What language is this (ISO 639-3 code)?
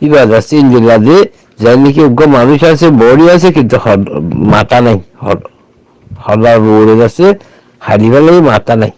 rhg